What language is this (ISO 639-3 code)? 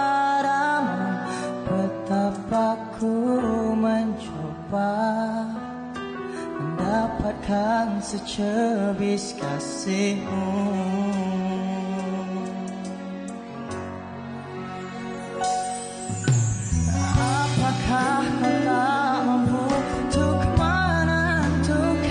msa